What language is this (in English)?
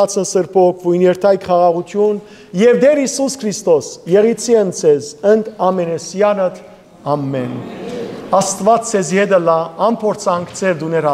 Western Armenian